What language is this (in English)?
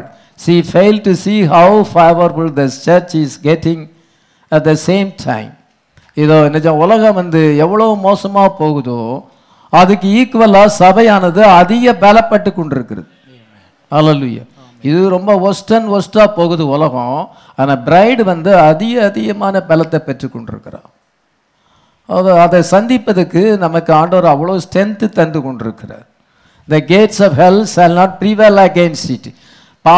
Tamil